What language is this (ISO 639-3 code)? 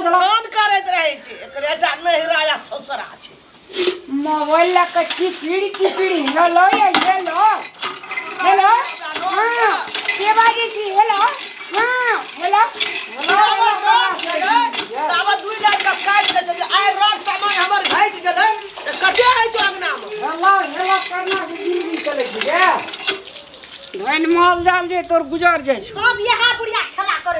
mai